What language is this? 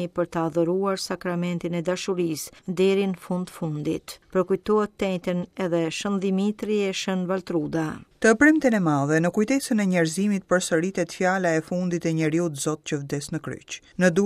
Albanian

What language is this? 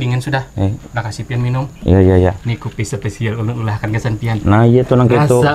Banjar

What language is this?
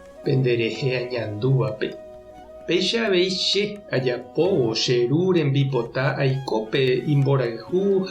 Guarani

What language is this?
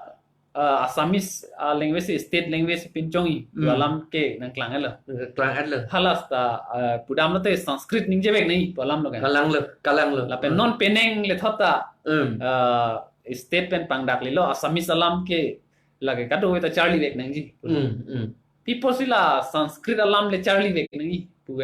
Karbi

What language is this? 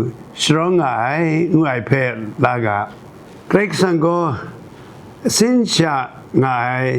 Kachin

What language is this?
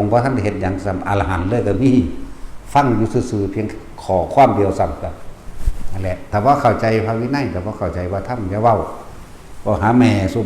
Northeastern Thai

